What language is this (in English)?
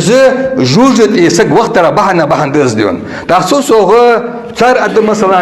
Ingush